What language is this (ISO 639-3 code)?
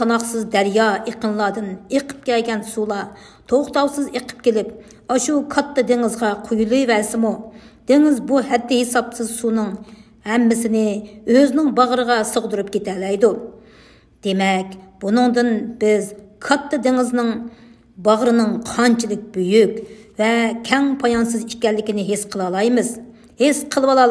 uig